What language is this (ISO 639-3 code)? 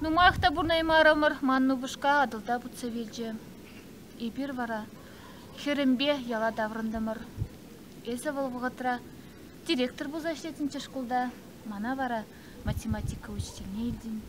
chv